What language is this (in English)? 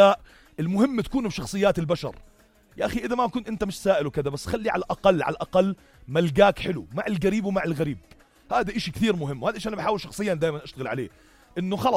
North Levantine Arabic